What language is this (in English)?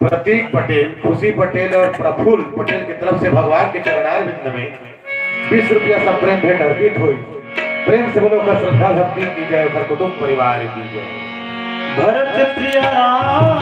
Chhattisgarhi